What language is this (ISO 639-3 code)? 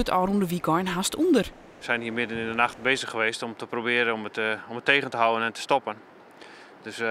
fry